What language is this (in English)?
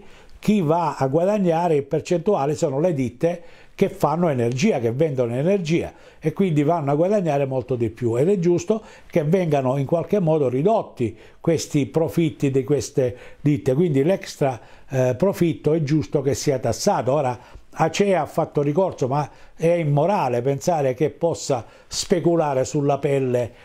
Italian